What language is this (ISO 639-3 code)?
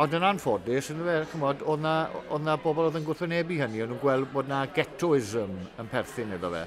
cym